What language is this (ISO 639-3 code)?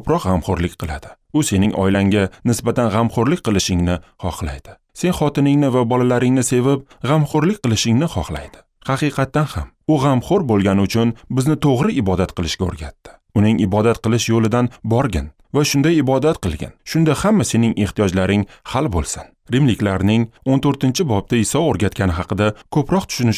uzb